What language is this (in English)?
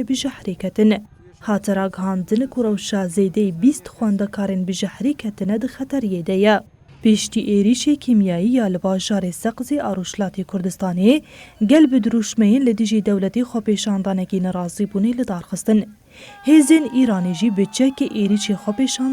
Kurdish